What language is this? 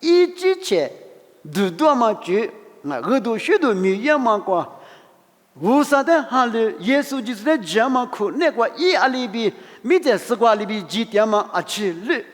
Lisu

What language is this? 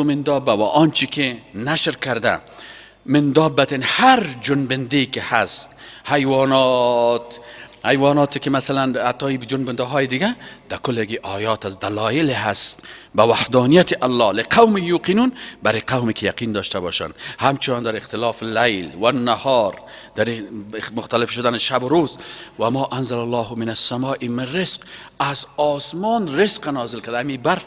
Persian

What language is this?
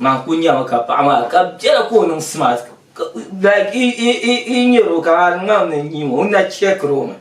Dagbani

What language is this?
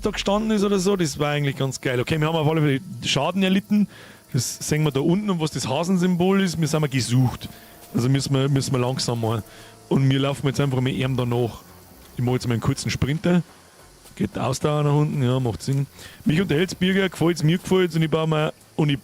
Bavarian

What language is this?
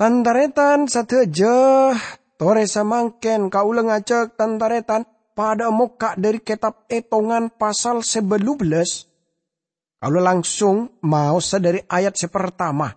Madurese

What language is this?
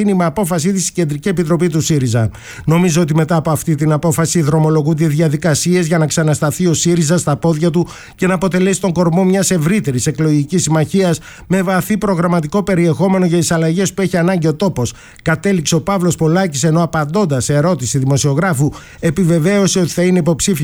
Greek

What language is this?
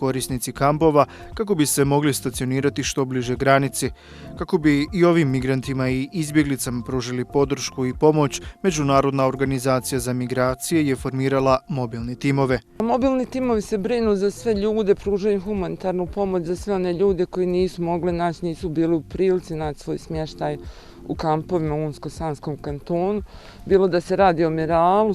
Bosnian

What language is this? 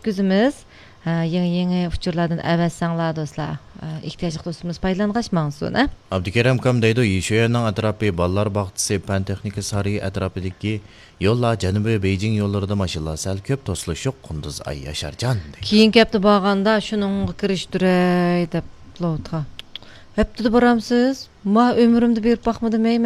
Uyghur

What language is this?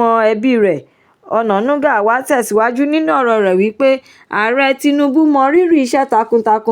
Yoruba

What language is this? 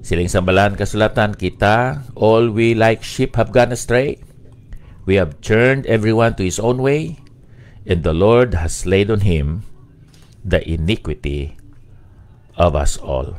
Hiligaynon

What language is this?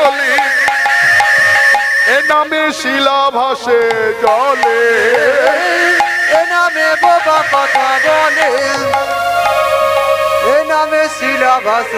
Bangla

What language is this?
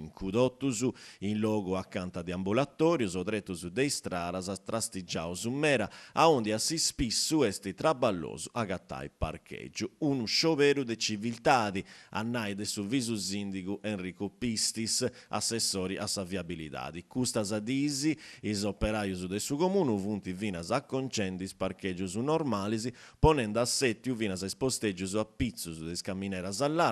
Sardinian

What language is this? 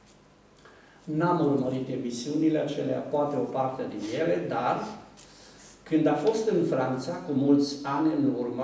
Romanian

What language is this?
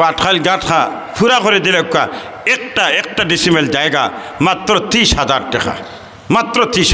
Sylheti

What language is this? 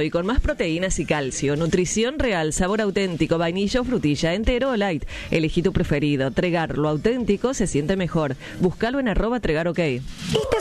Spanish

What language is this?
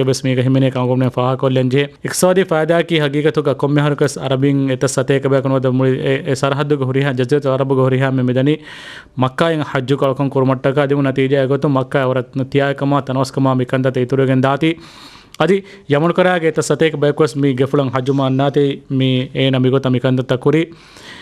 Divehi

